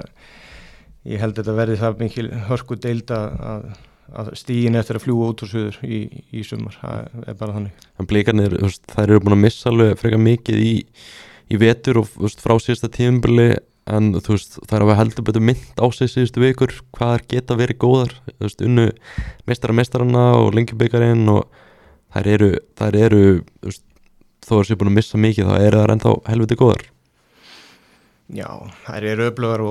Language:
Icelandic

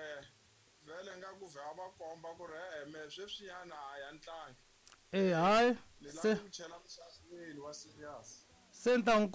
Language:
Tsonga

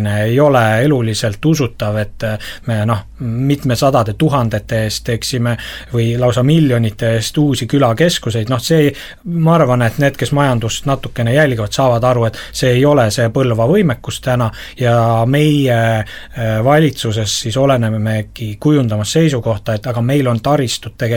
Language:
Estonian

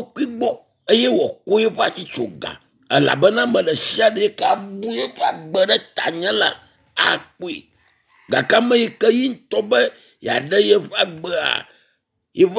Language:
Ewe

